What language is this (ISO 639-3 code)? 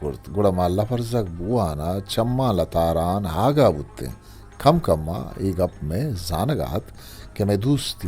bgp